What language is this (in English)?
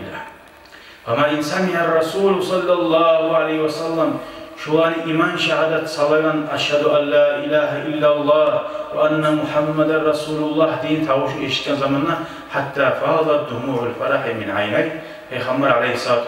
Kumyk